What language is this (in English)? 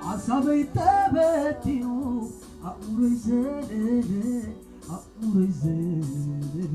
Tigrinya